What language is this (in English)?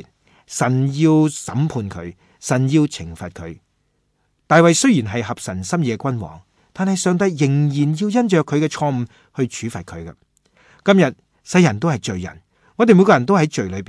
Cantonese